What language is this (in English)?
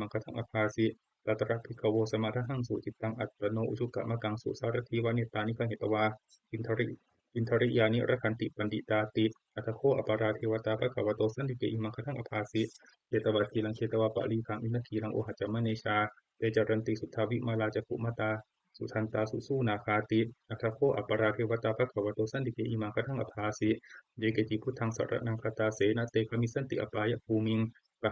Pali